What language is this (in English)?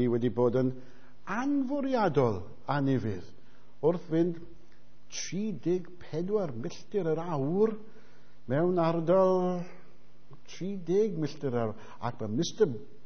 Welsh